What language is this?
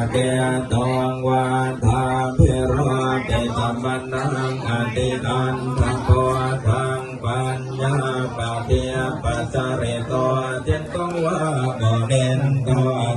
Pali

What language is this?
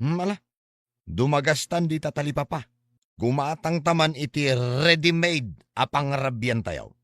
Iloko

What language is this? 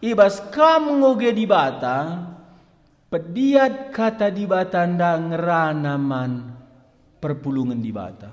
Batak Karo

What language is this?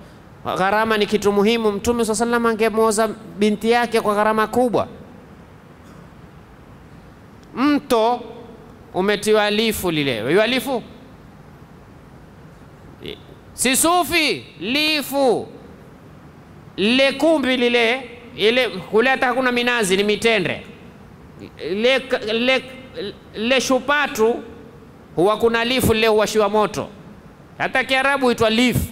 Swahili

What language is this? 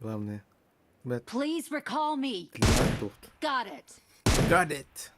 Yakut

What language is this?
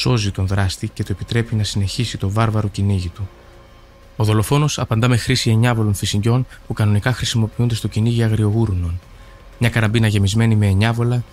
Greek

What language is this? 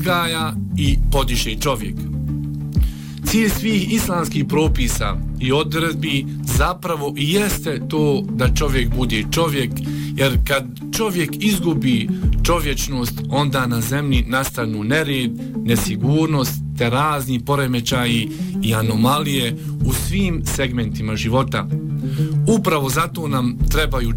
Bosnian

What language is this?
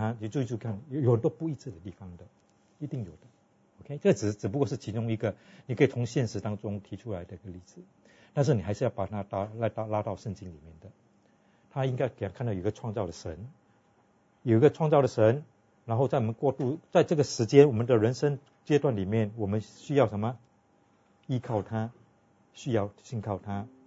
Chinese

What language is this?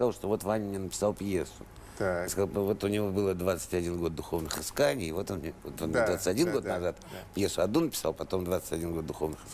Russian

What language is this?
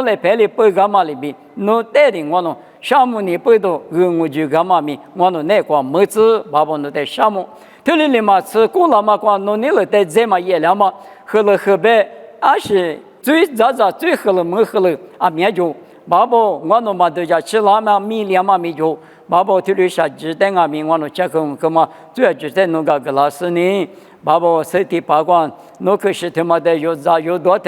Lisu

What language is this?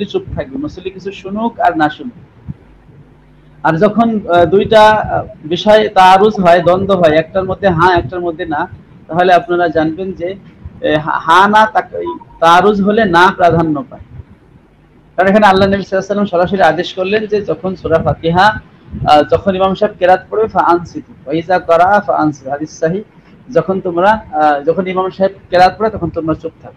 Bangla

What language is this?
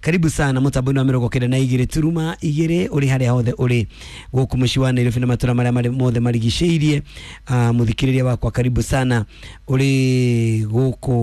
Kikuyu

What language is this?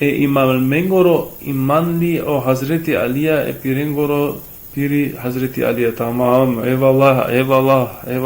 Balkan Romani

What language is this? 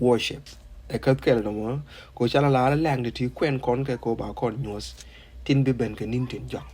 Nuer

